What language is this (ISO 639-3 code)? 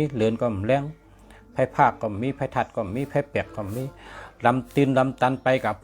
shn